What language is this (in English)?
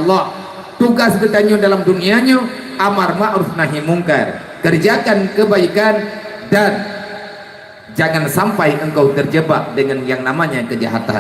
Achinese